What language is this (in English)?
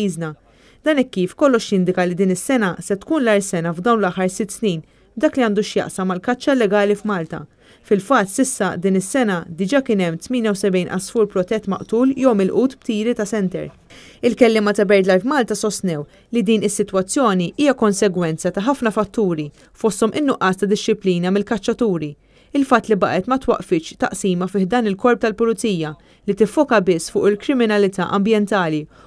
Maltese